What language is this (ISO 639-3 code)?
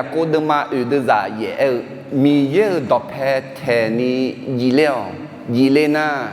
ahk